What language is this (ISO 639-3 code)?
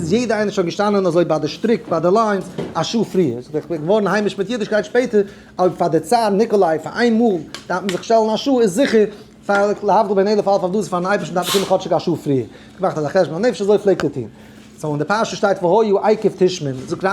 yid